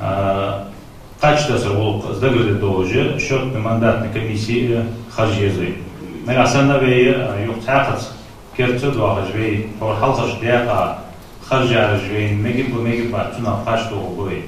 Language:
Ingush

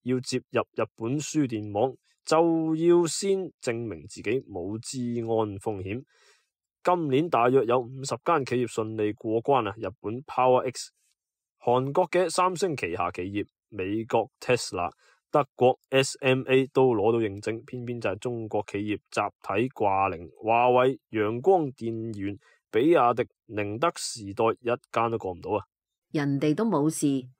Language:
Cantonese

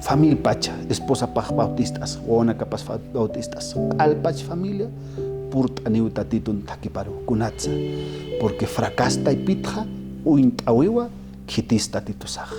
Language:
Aymara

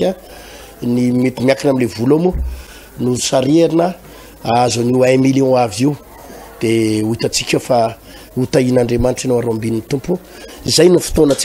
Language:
Malagasy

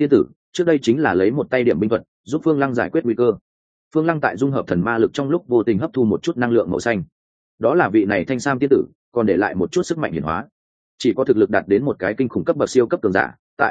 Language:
Vietnamese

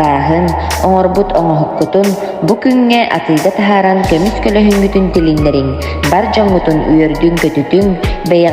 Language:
Yakut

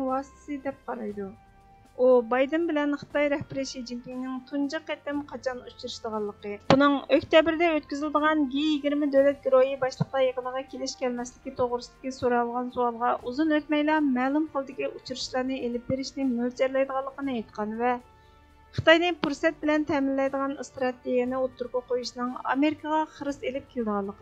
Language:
Uyghur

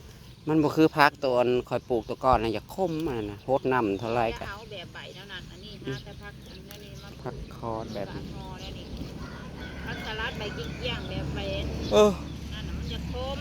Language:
Northeastern Thai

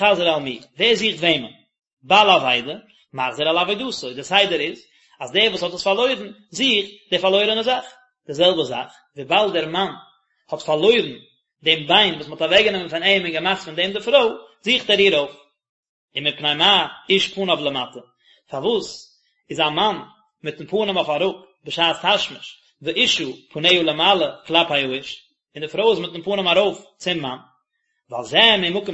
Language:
Yiddish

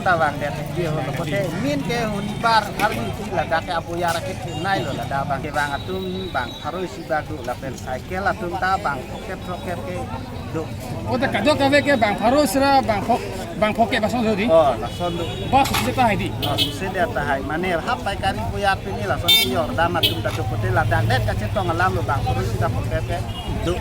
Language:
Karbi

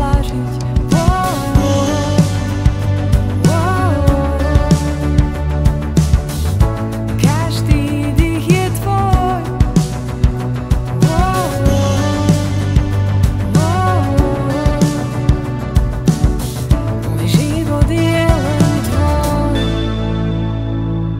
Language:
Slovak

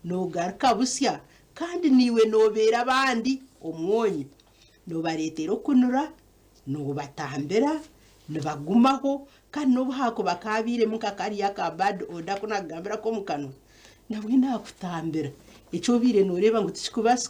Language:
Nyankole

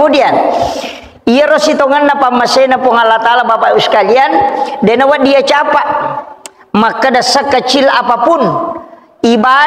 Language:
Buginese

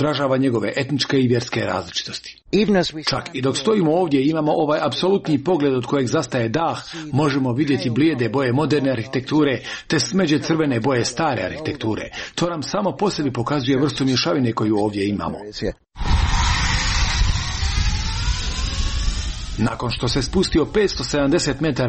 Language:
Croatian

